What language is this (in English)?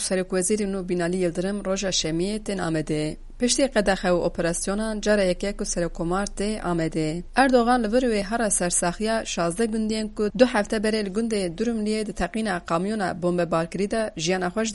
Kurdish